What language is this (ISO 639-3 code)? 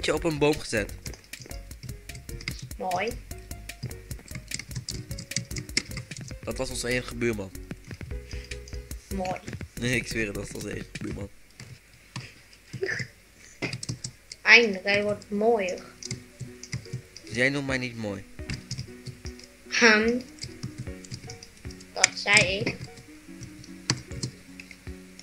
nld